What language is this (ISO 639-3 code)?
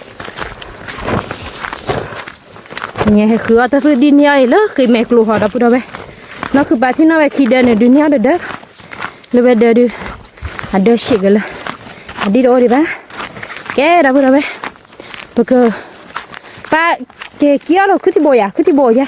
ksw